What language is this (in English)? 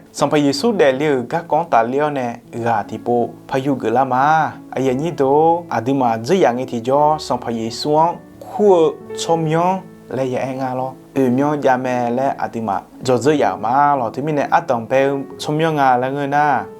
Akha